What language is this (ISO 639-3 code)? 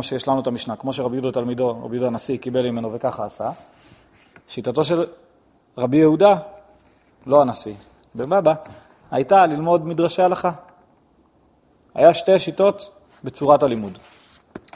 heb